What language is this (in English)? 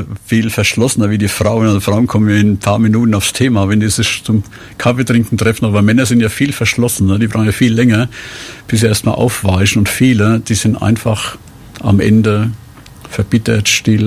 German